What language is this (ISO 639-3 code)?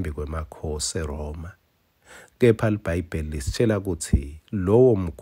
ssw